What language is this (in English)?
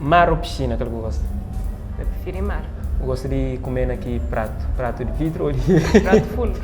Kabuverdianu